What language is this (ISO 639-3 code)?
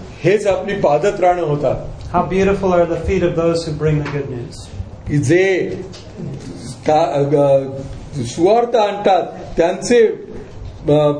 mar